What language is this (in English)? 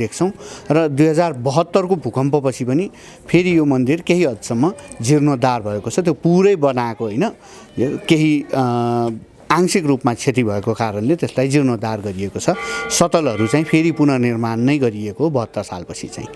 Nepali